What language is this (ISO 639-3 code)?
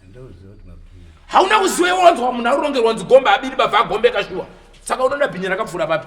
sna